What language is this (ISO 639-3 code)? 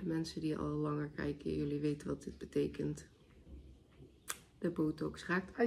nld